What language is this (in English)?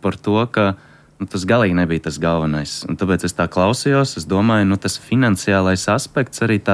Latvian